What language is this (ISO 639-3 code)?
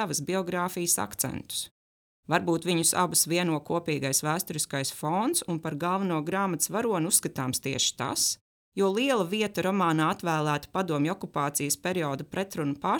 lav